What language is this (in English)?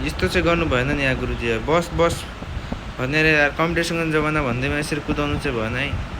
Nepali